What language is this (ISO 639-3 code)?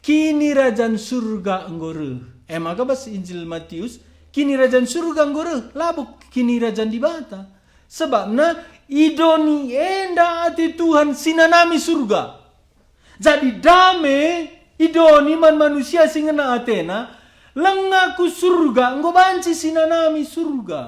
btx